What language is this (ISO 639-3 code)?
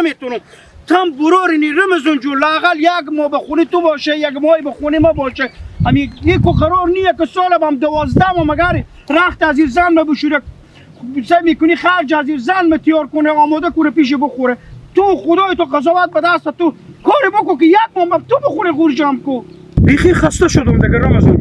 haz